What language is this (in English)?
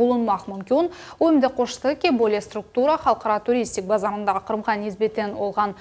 Crimean Tatar